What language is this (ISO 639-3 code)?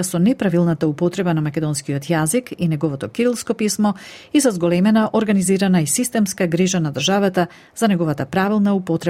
mkd